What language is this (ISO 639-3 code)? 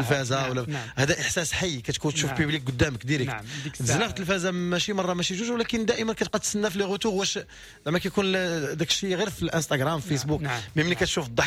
ary